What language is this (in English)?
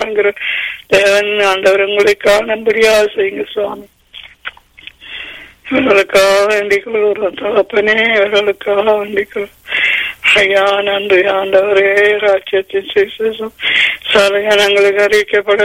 Tamil